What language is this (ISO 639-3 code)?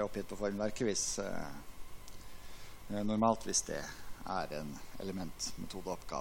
nor